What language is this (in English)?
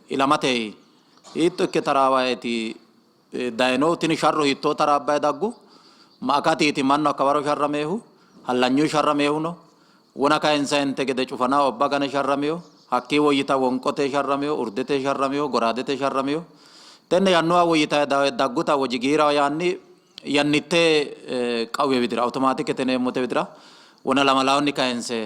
Sidamo